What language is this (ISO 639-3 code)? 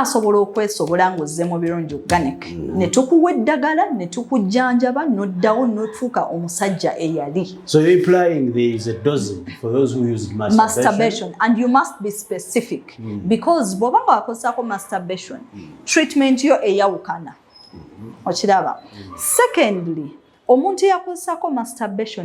lug